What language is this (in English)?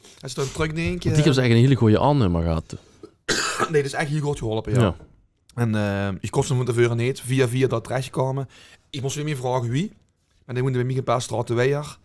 Limburgish